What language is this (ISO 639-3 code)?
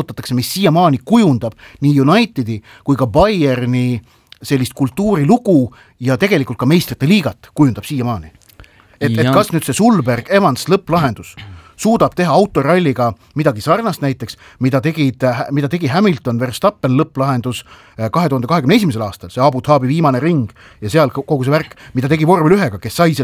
est